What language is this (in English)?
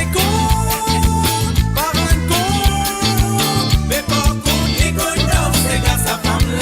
Morisyen